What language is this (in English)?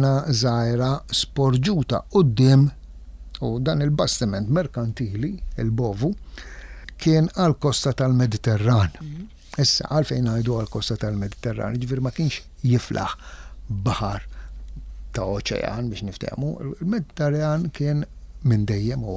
Maltese